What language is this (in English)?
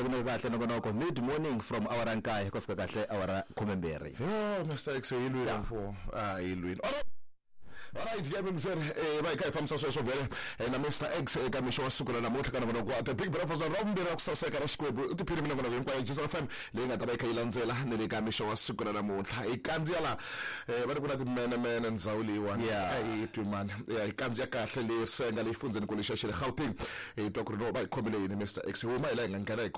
Tsonga